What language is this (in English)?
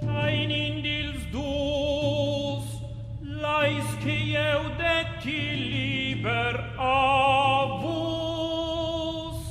Romansh